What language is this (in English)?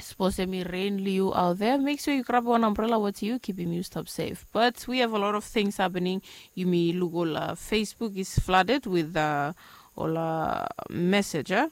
Bislama